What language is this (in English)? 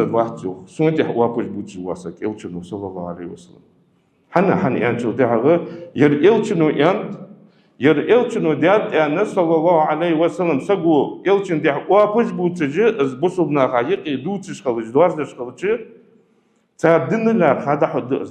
Ingush